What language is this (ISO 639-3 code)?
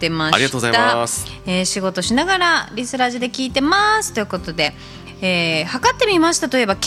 jpn